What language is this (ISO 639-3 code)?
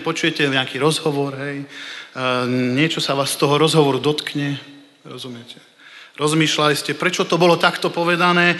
slk